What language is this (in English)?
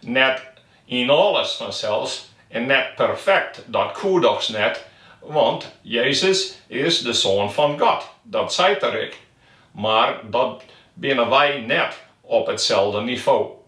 Western Frisian